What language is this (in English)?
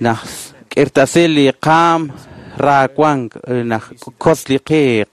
Kekchí